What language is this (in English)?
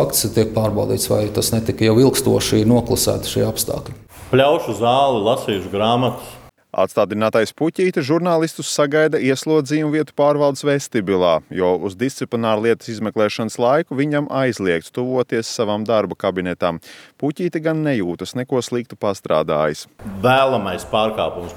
Latvian